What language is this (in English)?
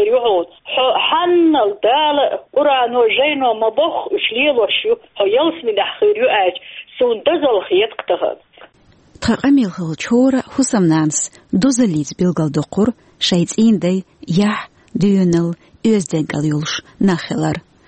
Chechen